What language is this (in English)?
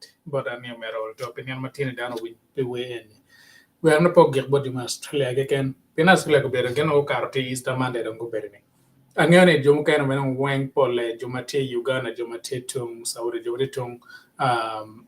Acoli